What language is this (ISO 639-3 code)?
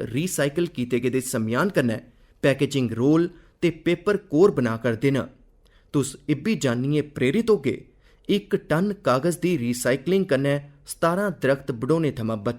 doi